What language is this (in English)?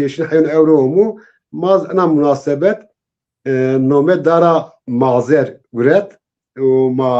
Zaza